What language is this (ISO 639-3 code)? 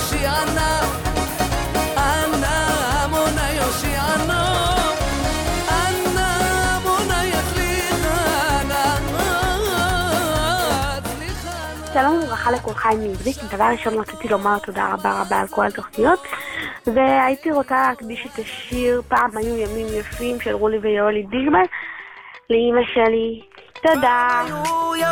heb